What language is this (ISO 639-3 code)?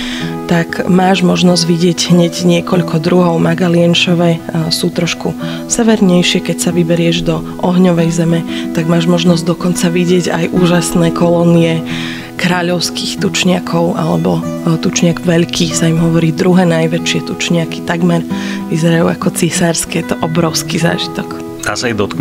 slk